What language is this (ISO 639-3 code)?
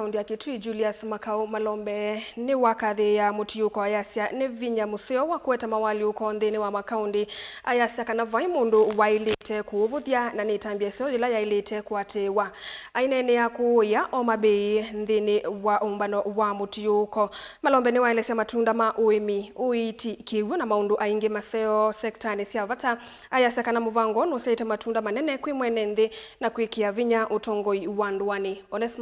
kam